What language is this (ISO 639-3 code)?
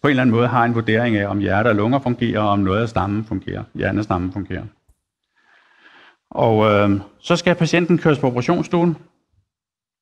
dan